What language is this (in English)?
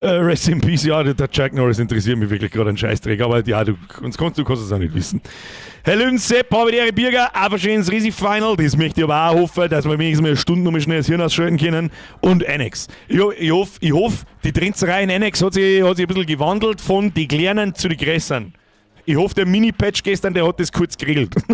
Bavarian